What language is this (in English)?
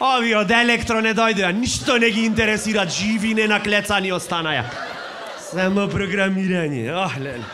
Macedonian